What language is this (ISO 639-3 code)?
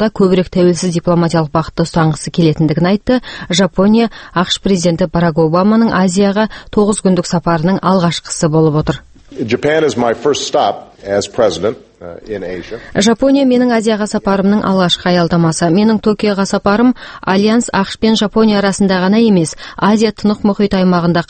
kaz